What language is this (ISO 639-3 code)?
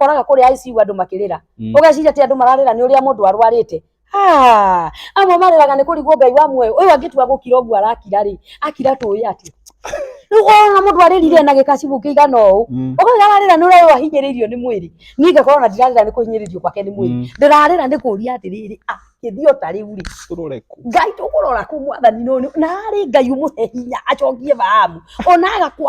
kik